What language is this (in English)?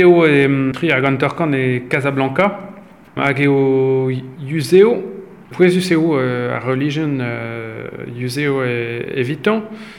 Breton